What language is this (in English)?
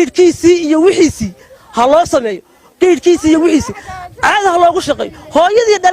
Somali